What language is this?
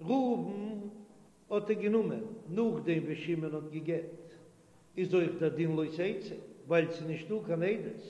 Yiddish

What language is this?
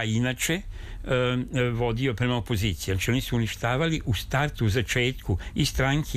Serbian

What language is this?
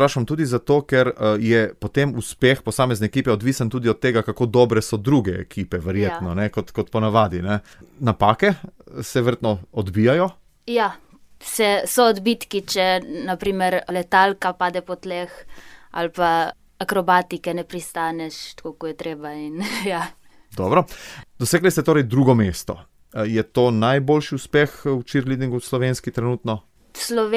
Slovenian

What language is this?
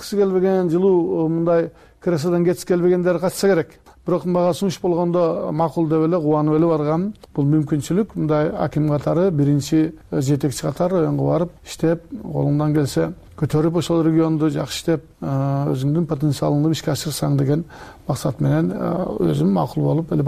Kyrgyz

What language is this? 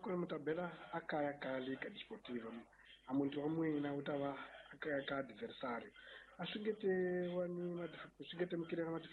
Tsonga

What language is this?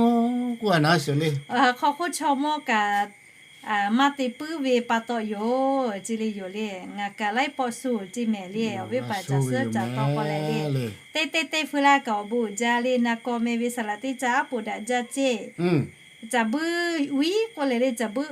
Lahu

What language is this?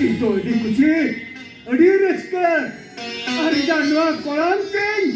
Santali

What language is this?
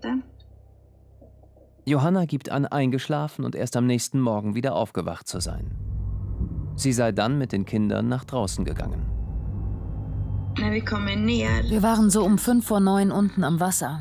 German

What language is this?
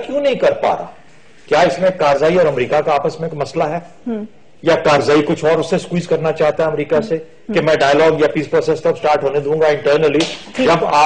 Urdu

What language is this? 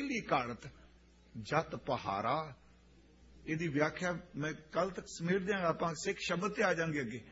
Punjabi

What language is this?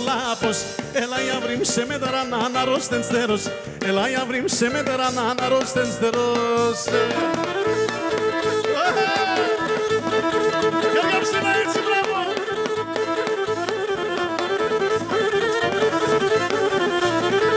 Greek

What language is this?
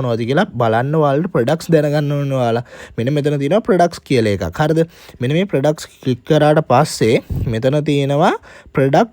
Sinhala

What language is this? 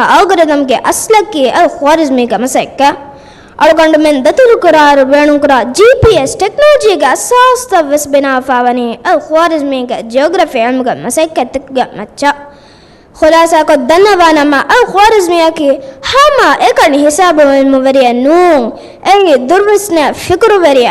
Divehi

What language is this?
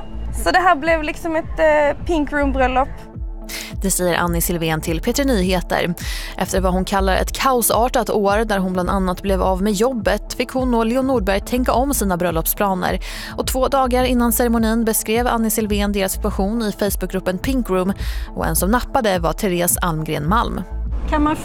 Swedish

